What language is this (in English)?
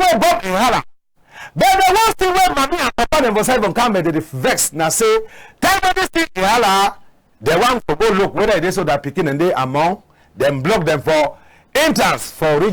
Cameroon Pidgin